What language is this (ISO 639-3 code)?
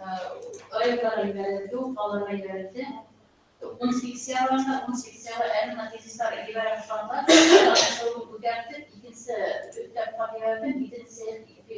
bak